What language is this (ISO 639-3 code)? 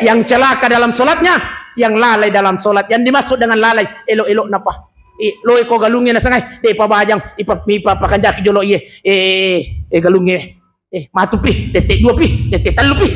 bug